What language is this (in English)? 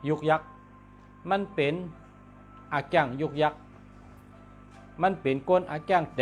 Shan